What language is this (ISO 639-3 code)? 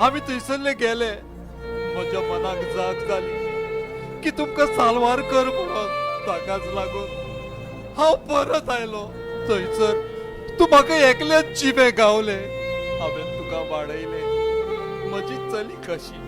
kok